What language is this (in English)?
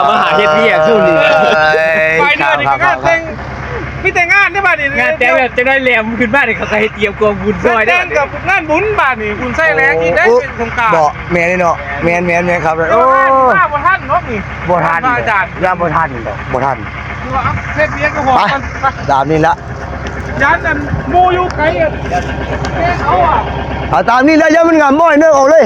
Northeastern Thai